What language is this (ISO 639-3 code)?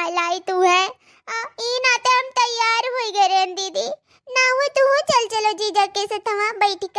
awa